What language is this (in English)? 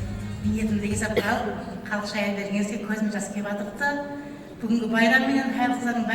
Kara-Kalpak